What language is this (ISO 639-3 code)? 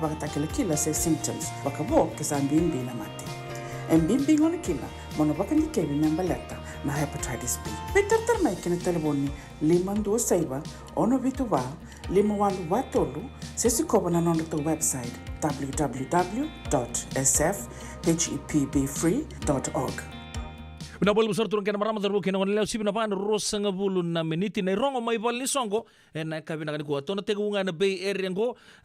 fij